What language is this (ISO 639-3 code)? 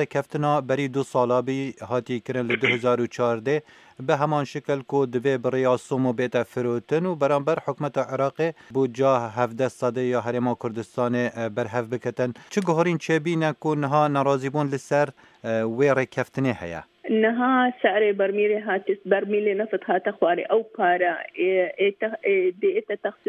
kur